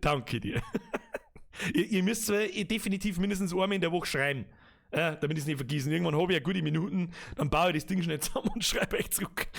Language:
Bavarian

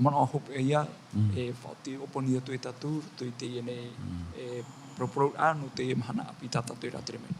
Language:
Tahitian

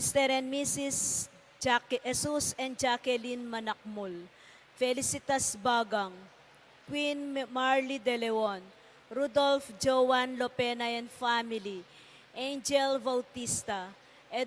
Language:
Pampanga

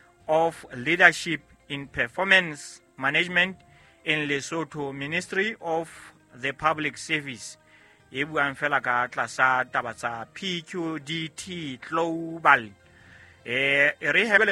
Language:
Southern Sotho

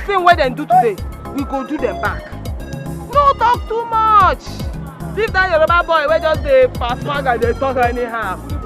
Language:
Nigerian Pidgin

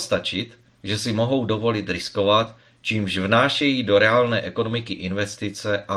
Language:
Czech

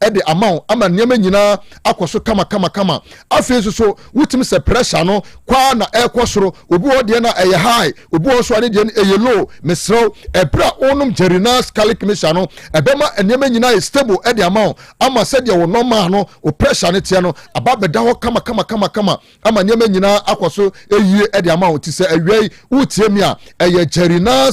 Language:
Akan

